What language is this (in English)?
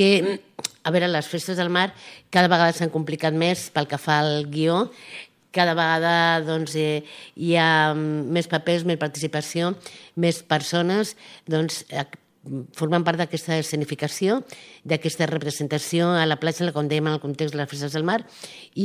Catalan